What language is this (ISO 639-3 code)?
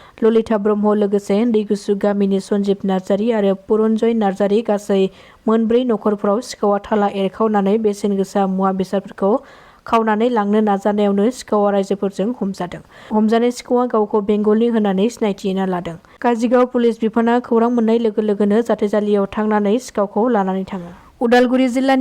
brx